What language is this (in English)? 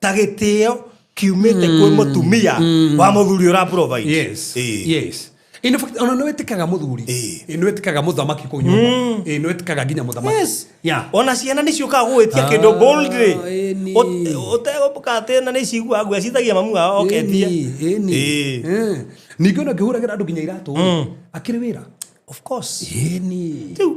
Kikuyu